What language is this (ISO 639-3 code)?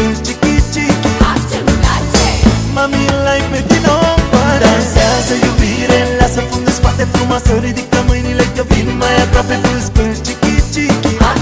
ron